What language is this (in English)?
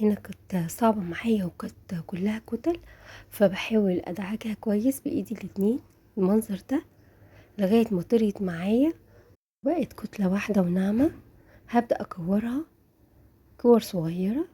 Egyptian Arabic